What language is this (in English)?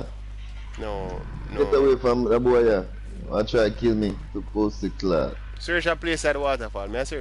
Jamaican Creole English